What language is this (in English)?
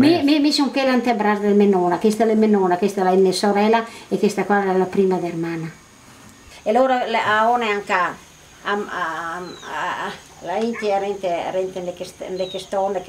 Venetian